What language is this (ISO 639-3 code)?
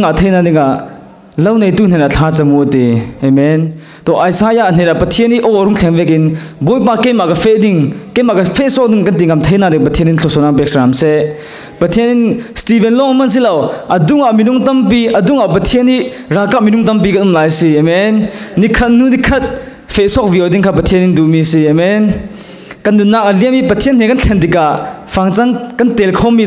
cfm